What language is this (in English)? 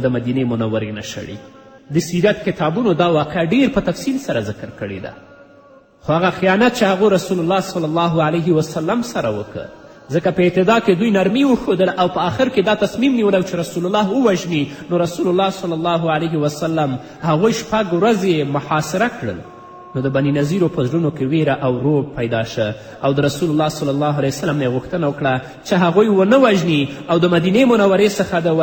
Pashto